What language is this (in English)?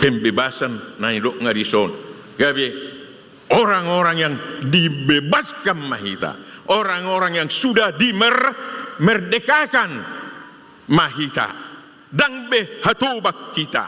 Batak Toba